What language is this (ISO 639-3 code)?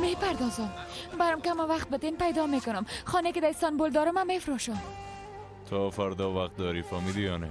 fas